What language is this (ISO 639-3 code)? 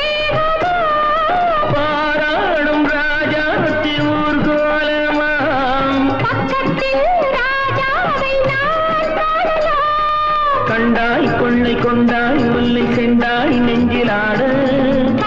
tam